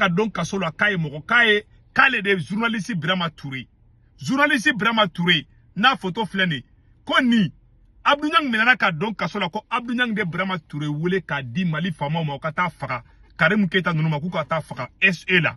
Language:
Bambara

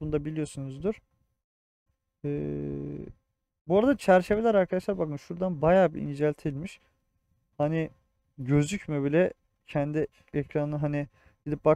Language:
Turkish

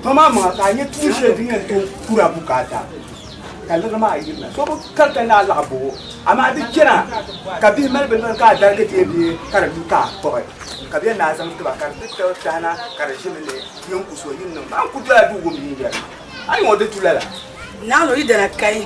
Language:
Dagbani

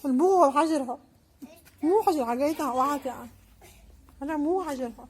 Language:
Chechen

